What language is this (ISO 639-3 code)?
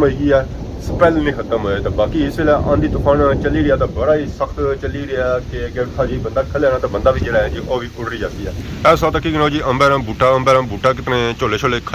phr